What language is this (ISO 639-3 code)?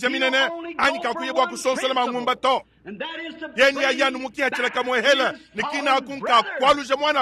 lua